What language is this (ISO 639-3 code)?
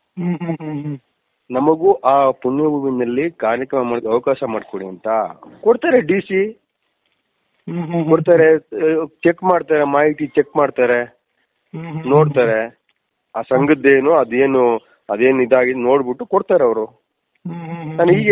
kan